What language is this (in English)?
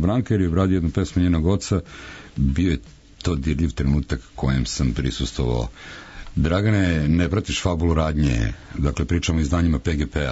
Serbian